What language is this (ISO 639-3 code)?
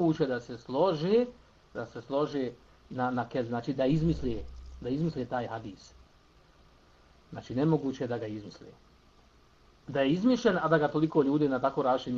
bos